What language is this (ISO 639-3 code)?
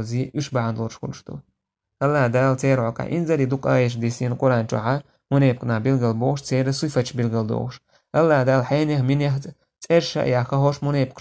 che